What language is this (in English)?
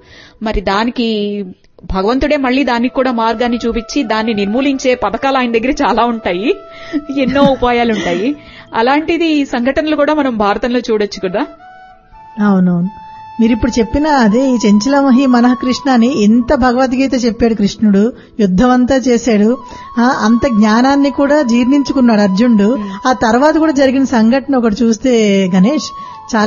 Telugu